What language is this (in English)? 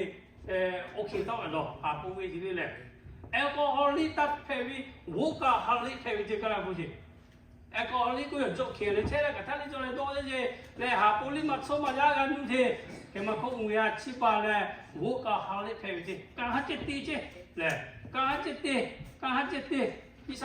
Lahu